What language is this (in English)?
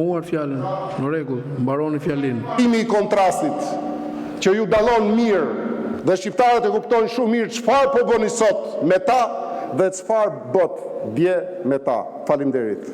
Albanian